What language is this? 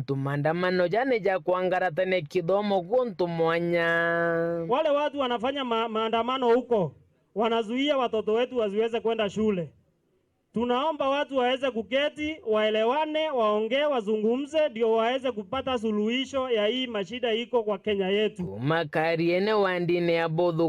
Meru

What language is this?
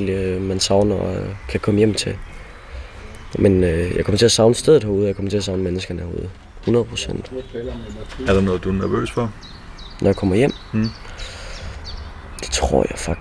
Danish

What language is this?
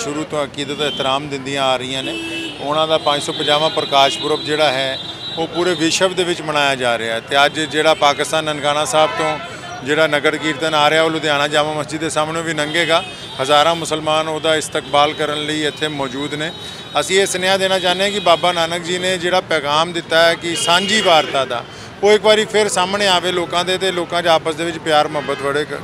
Punjabi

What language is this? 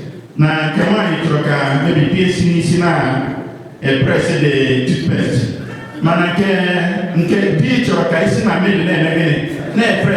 Igbo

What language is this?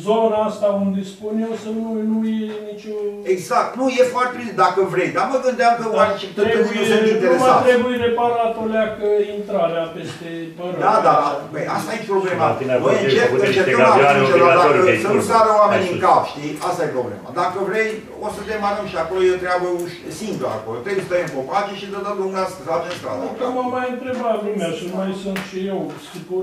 Romanian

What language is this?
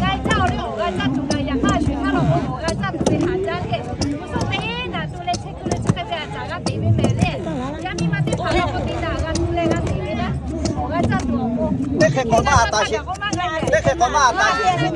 Lahu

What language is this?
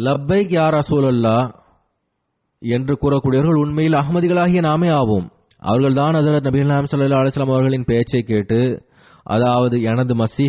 Tamil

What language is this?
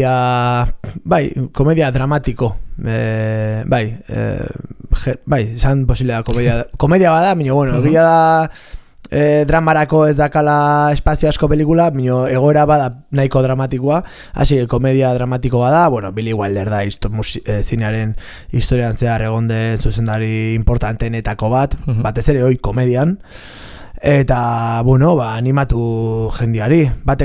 Basque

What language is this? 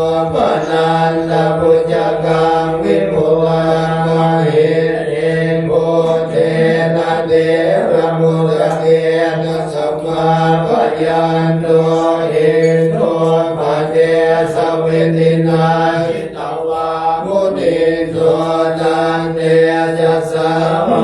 Pali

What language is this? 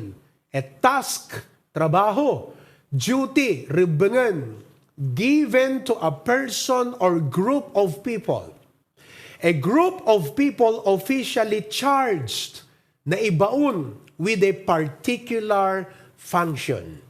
Iloko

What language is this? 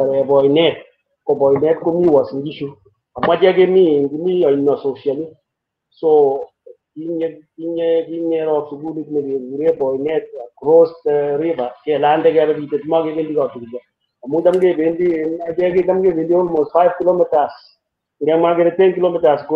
Kalenjin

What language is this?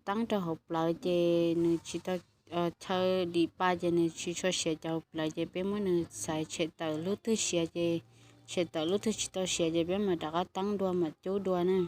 Hmong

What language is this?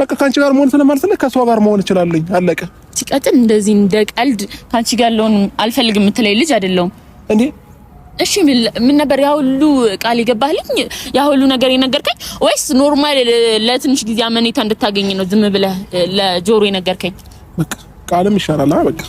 Amharic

